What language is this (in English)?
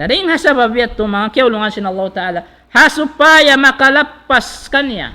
Tausug